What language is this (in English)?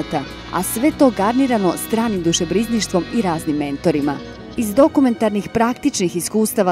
Serbian